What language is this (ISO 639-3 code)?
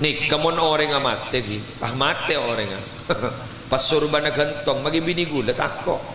mad